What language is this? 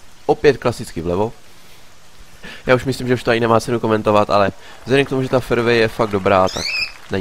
Czech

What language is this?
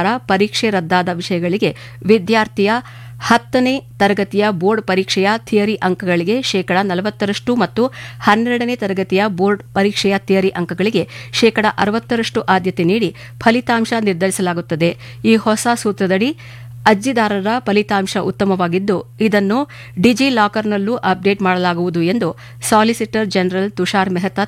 Kannada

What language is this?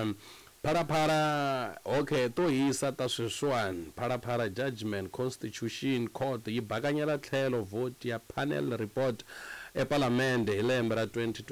Tsonga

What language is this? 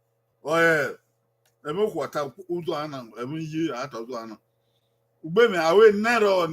Bini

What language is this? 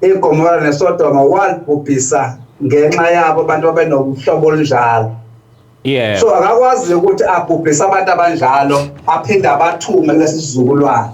Zulu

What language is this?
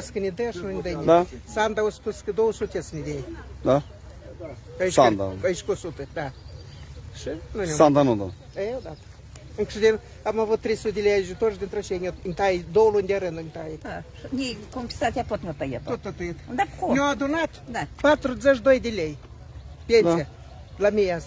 Romanian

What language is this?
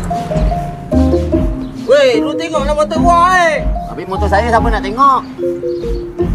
Malay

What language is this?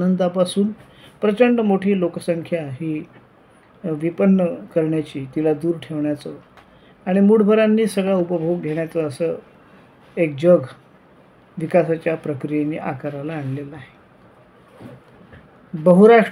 Marathi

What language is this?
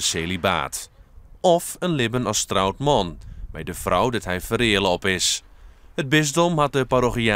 Western Frisian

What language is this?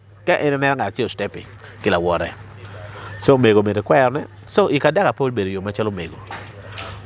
Acoli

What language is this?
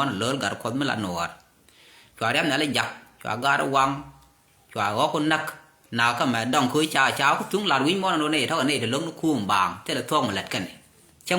Nuer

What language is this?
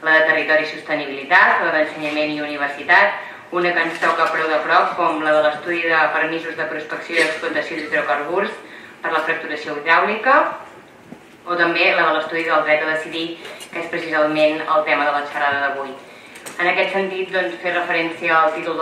Catalan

